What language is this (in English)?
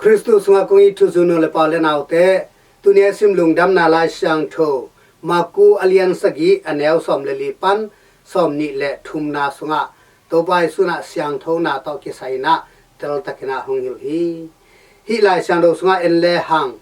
Tedim Chin